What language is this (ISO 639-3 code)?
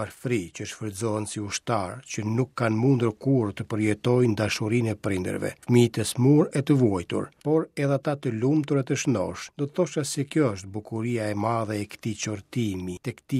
sqi